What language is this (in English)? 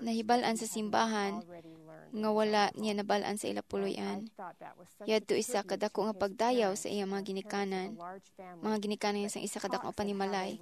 Hiligaynon